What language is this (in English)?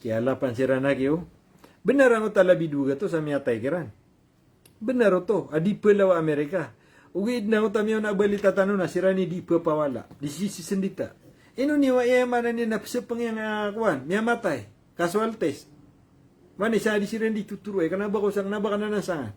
Maranao